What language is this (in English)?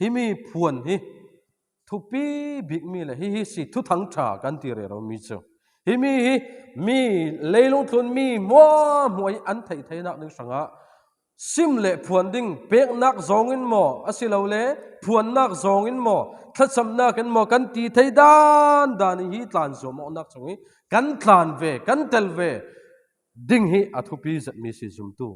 Falam Chin